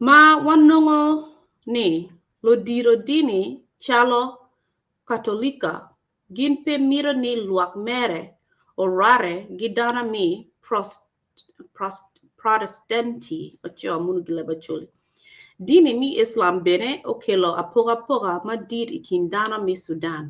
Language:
Acoli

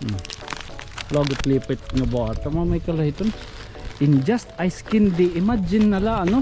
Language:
Waray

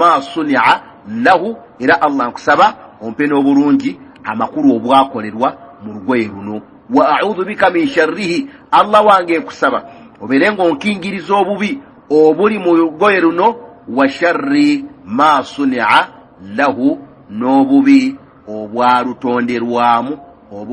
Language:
Ganda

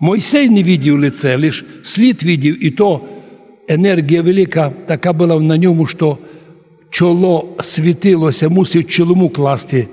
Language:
Rusyn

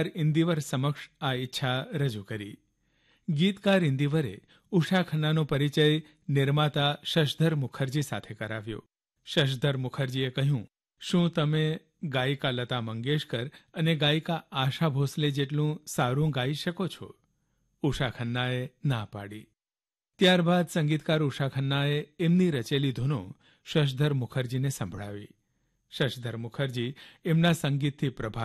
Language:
Gujarati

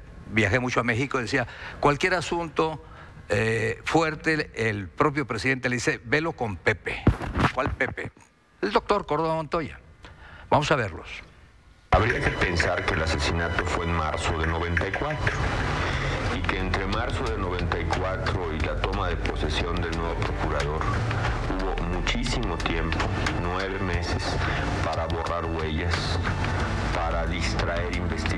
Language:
Spanish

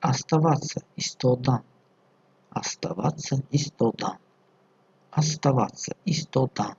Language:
Tajik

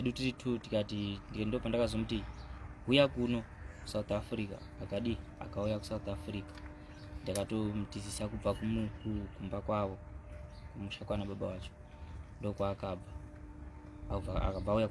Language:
Shona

